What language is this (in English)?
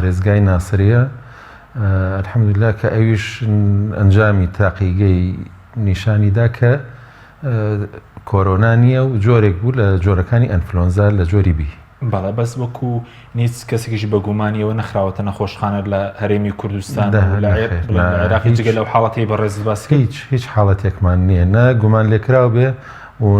Central Kurdish